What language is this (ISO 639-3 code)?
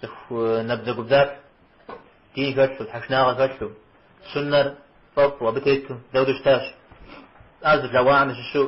kbd